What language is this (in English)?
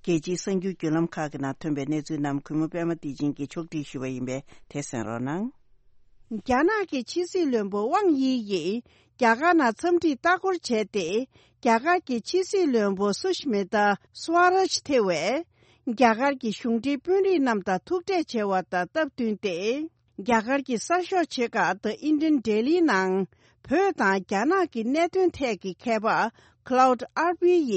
Tibetan